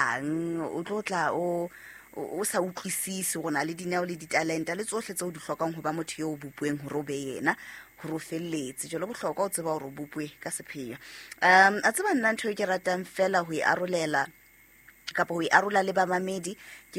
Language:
Southern Sotho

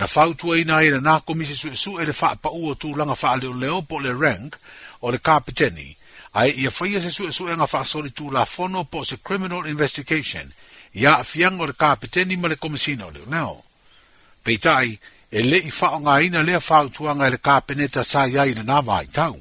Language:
Samoan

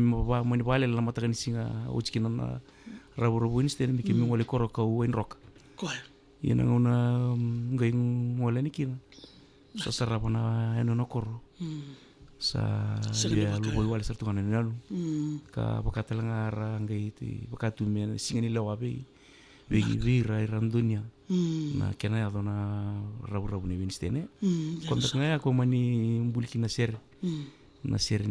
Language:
Fijian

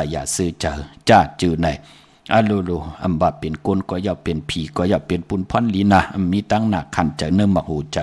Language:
Shan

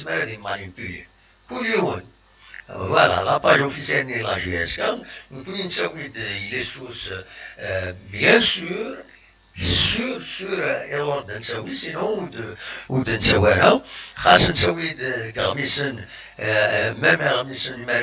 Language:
Kabyle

